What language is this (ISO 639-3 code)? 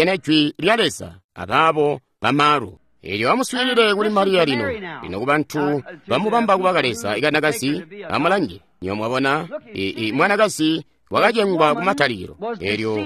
toi